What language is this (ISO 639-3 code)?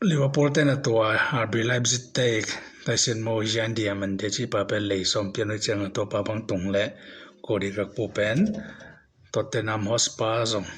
ctd